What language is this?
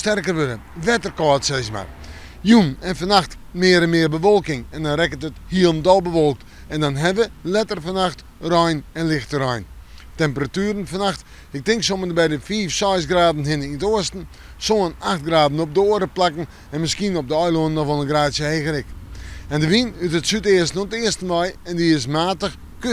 Western Frisian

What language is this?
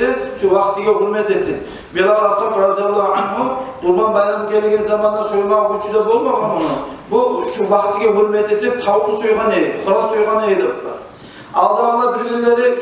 Kumyk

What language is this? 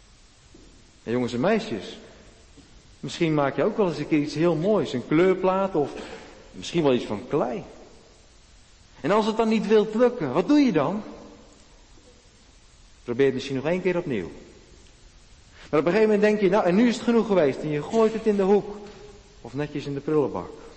Dutch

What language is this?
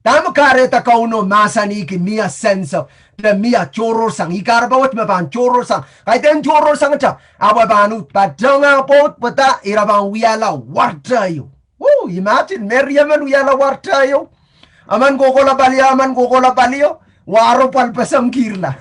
Pohnpeian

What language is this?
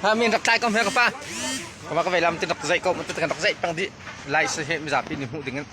Hakha Chin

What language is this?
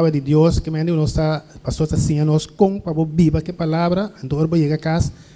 Papiamento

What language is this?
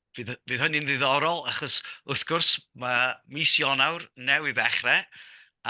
Welsh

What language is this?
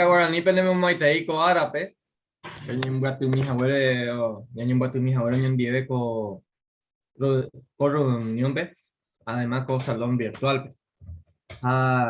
Guarani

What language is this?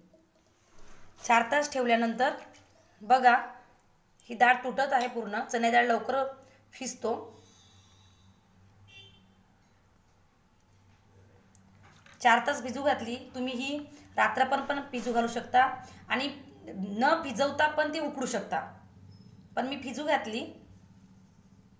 Marathi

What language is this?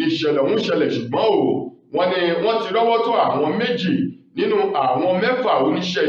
Yoruba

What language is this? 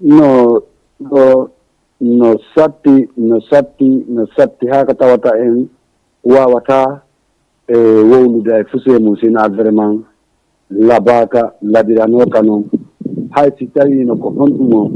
Fula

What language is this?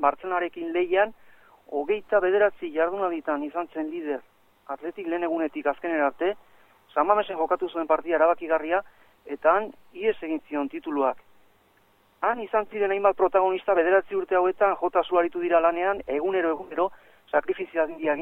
Basque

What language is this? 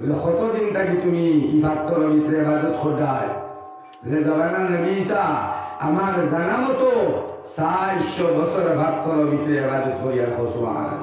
Sylheti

